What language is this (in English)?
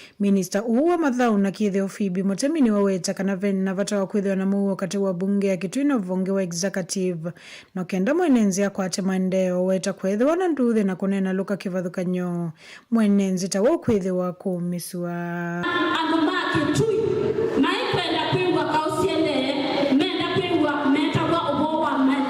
Kamba